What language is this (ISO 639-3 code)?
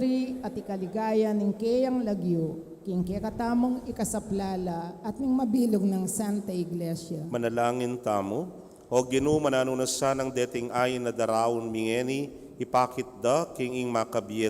pam